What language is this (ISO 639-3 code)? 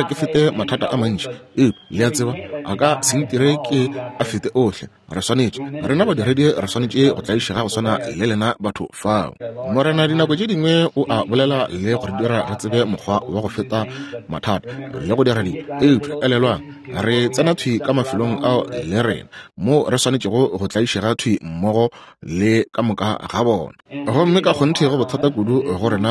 nso